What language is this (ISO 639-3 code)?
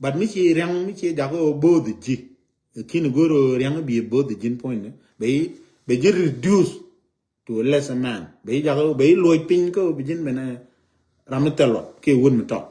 nus